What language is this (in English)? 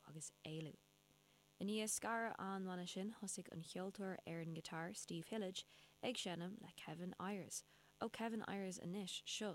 Irish